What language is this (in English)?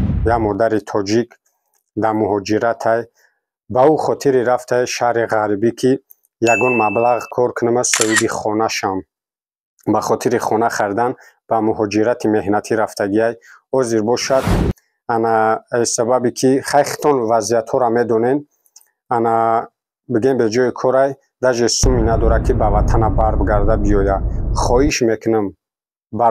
Tajik